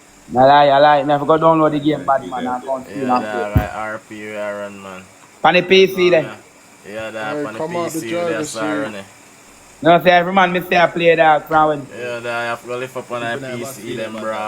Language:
Jamaican Creole English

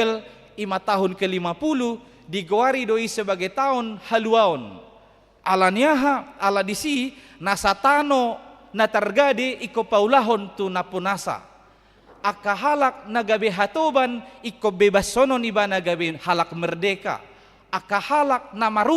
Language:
Batak Toba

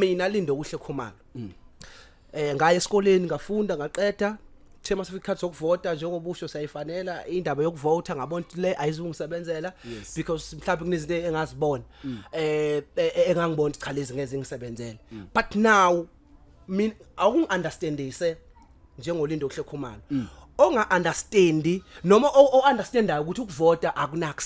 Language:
Zulu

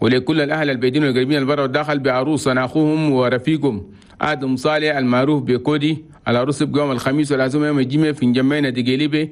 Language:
Chadian Arabic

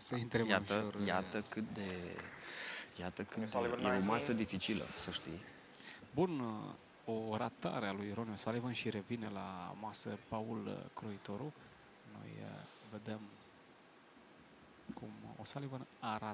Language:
Romanian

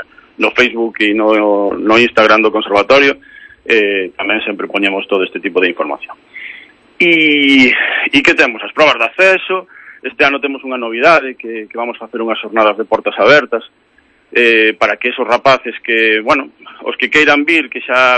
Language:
Galician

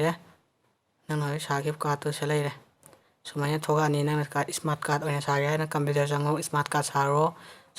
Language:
Manipuri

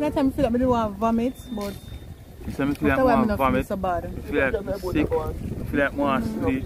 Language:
Jamaican Creole English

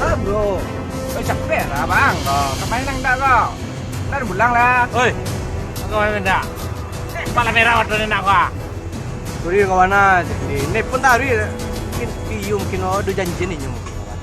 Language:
Minangkabau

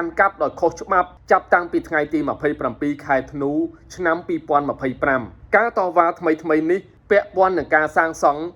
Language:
Khmer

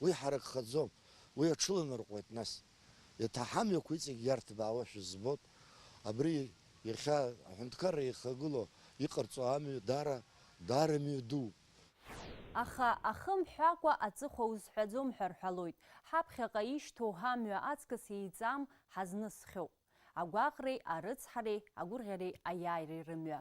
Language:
Abkhazian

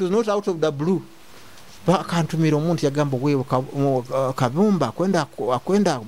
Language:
Nyoro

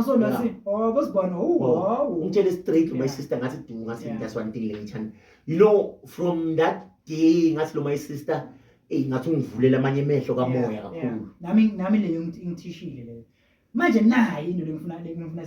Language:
Zulu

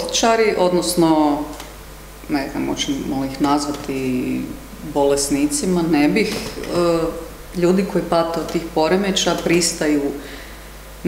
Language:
Croatian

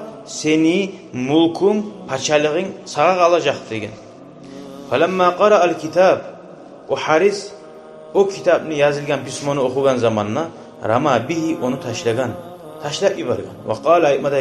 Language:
Kumyk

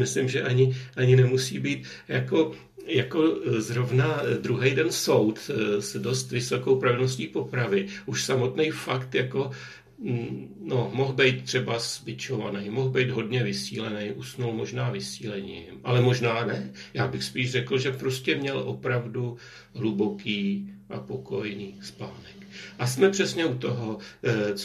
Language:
Czech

